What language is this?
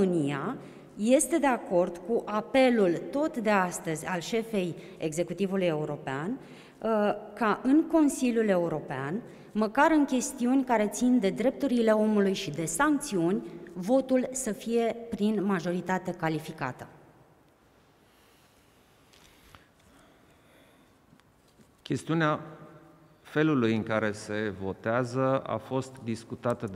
Romanian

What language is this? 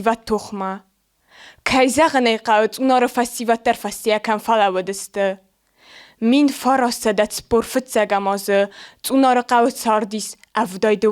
Ossetic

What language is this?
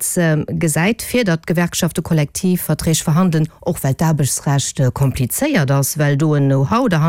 Luxembourgish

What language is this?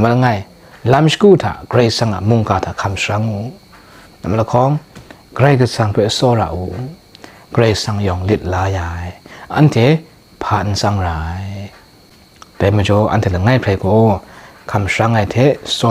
Kachin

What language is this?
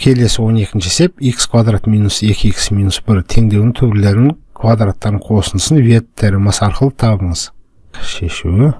Kazakh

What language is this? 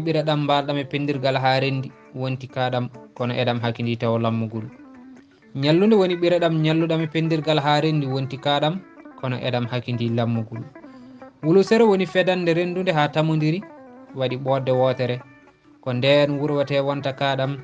Fula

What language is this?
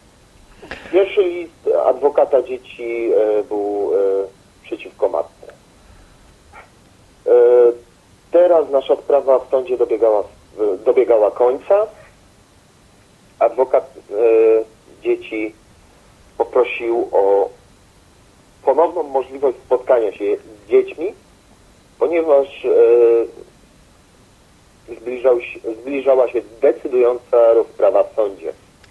Polish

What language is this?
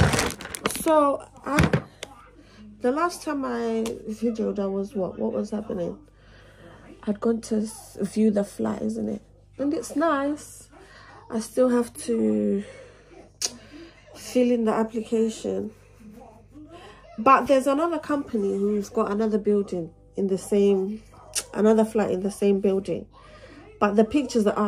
English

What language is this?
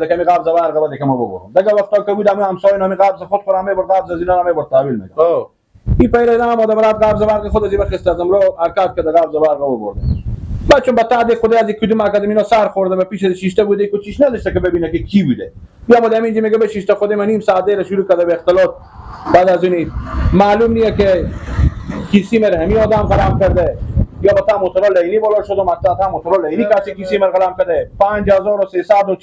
Persian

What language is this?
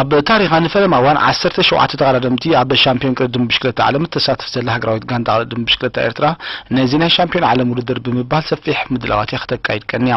Tigrinya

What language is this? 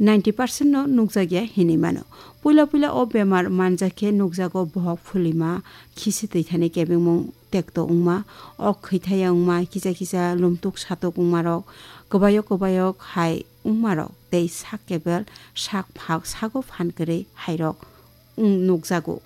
Kok Borok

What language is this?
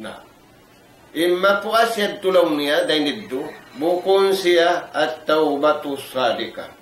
Tausug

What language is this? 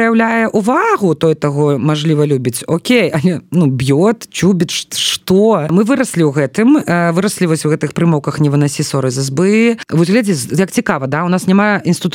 Belarusian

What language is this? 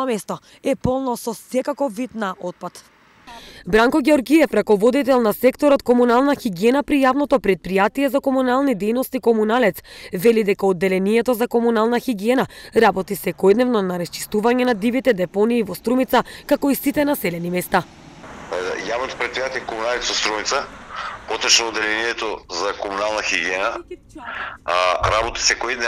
Macedonian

